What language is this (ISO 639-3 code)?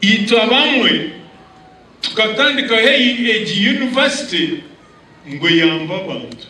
nyn